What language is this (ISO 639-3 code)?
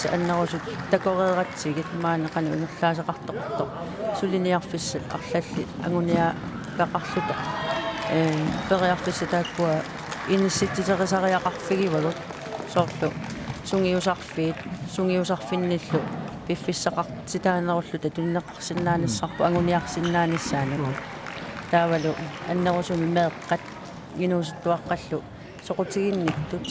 kal